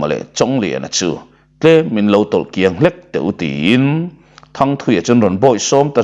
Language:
Mizo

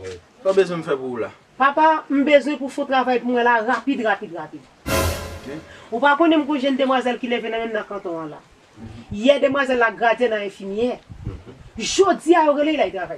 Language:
Haitian Creole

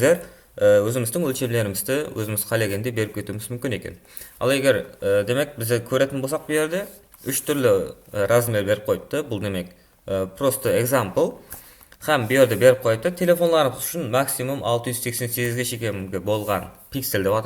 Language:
Kara-Kalpak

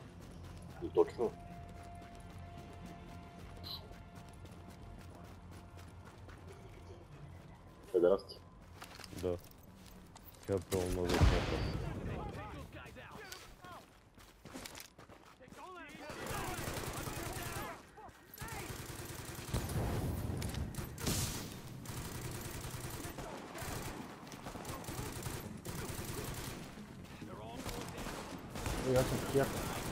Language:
Bulgarian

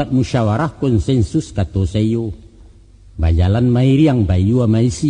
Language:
Minangkabau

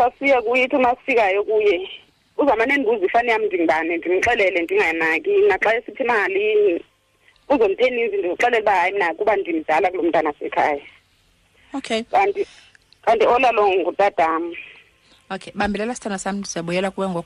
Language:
Xhosa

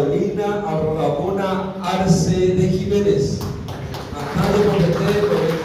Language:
Guarani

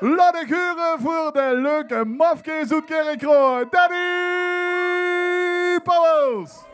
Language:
Limburgish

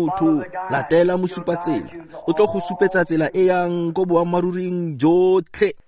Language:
Tswana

